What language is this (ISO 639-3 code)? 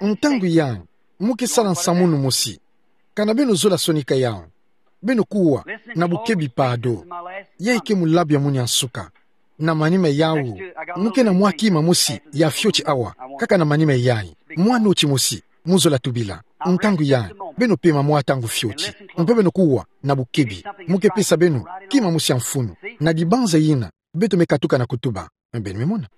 ktu